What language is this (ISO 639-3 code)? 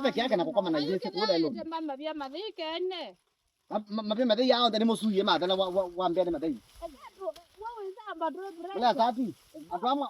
kam